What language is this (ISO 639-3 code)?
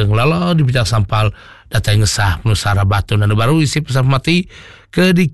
iba